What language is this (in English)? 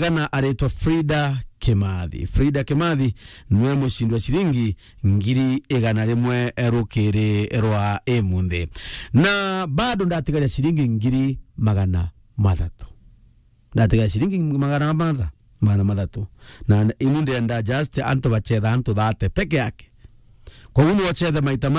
Meru